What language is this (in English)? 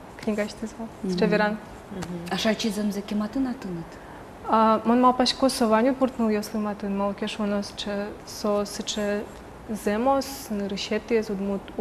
Udmurt